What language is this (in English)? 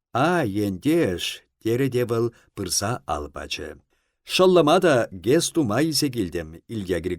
Chuvash